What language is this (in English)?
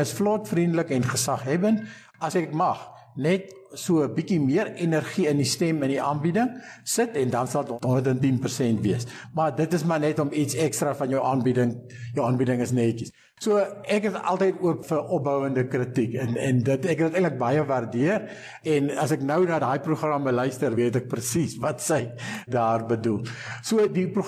Afrikaans